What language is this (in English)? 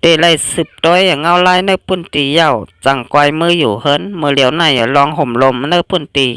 Shan